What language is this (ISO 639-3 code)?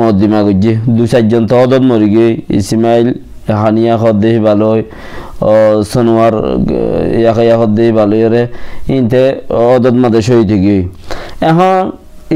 rhg